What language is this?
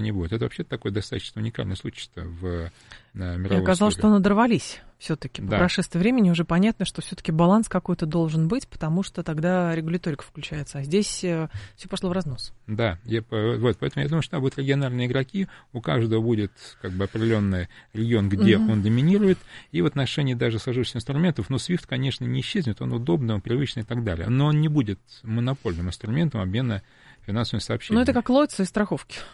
Russian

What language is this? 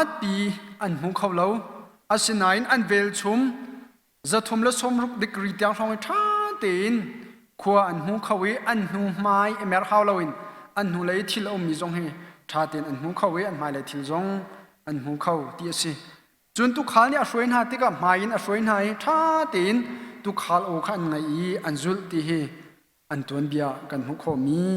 Hakha Chin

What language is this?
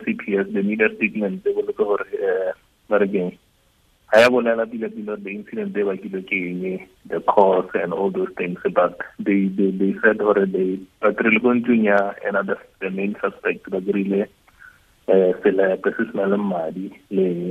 Tswana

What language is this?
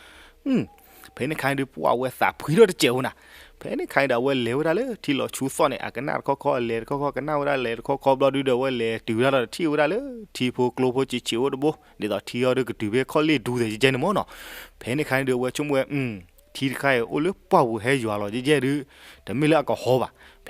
S'gaw Karen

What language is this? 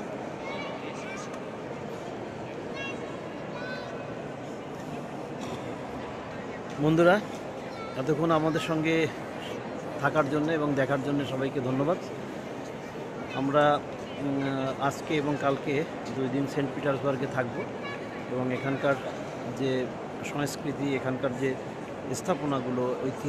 Bangla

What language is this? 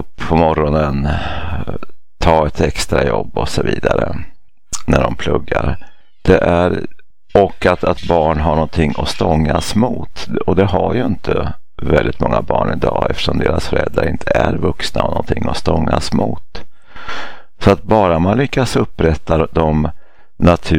Swedish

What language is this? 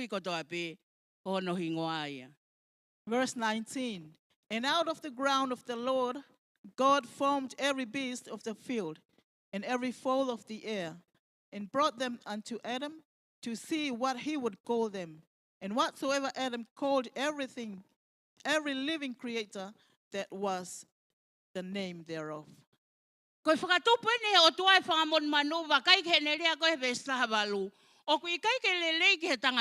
Tongan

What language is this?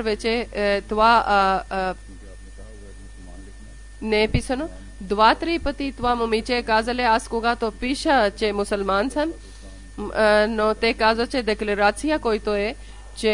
Bulgarian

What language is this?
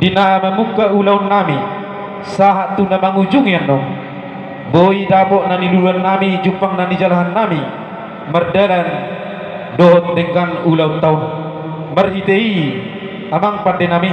Batak Toba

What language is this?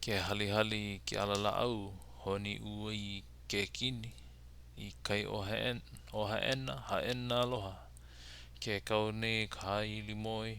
Hawaiian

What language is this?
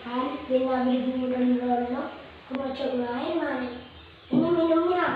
Madurese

